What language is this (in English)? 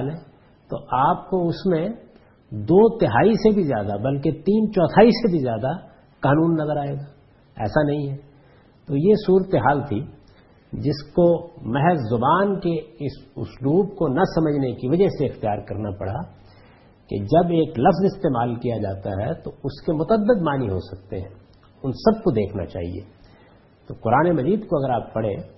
Urdu